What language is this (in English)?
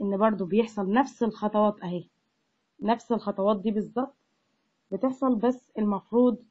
Egyptian Arabic